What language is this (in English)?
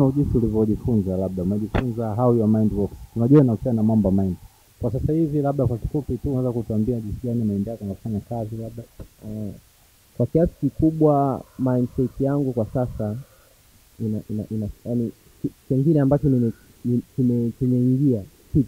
Swahili